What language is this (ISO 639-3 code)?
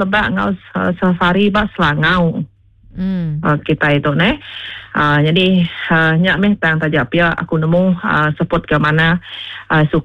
iba